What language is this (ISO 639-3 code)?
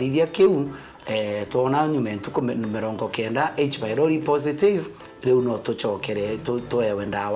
mer